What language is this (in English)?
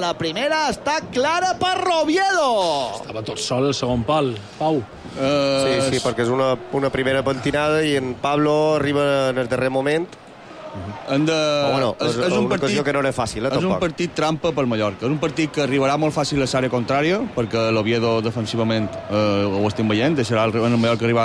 Catalan